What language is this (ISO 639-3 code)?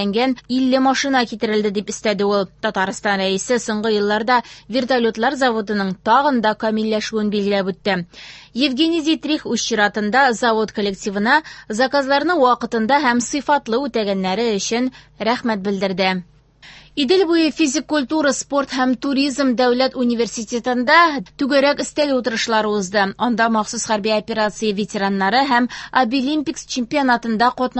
tat